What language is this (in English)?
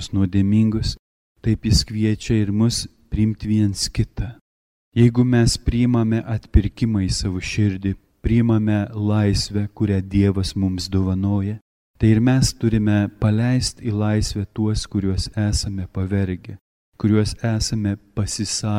Lithuanian